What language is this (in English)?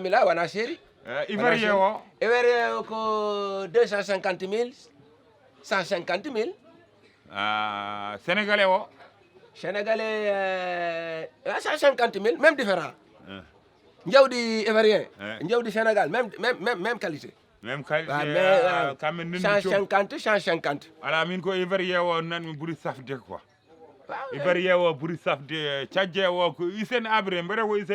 Fula